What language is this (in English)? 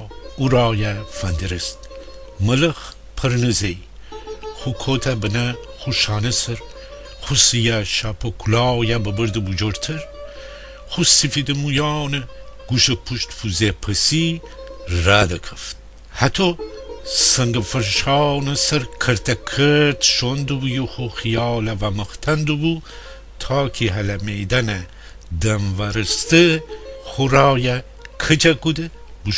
Gilaki